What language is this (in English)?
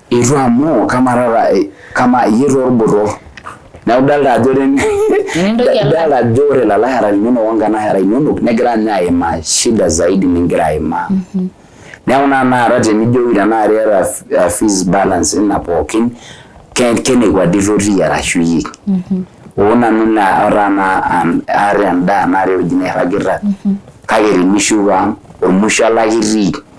Masai